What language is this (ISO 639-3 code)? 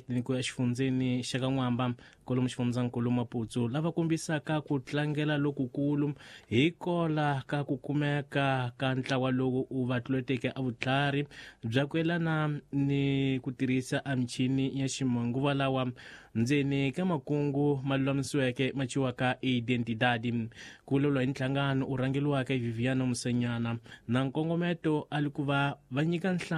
tso